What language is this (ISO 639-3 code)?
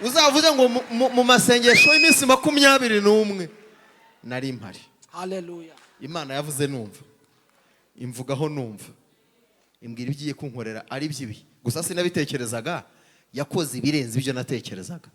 kin